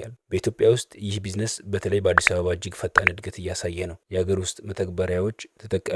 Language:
Amharic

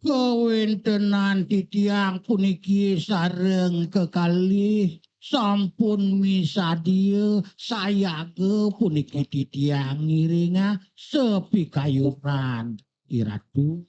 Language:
Balinese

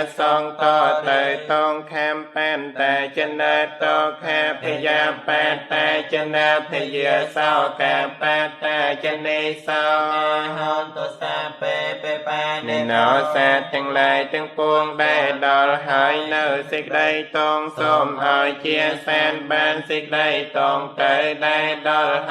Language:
Khmer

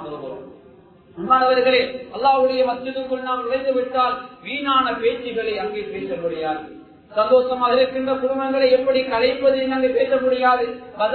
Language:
Tamil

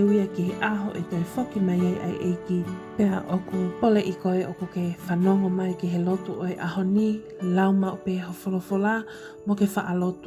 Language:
Tongan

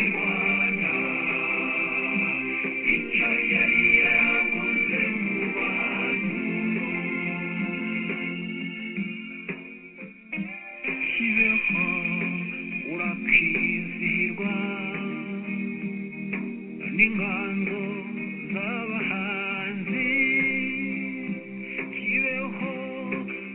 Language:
Kinyarwanda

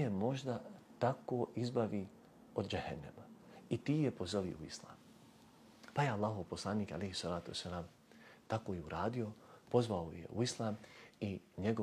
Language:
Bosnian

